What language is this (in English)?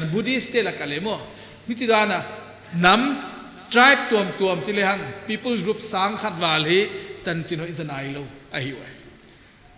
Paite Chin